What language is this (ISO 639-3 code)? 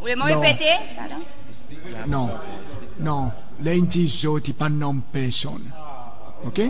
crs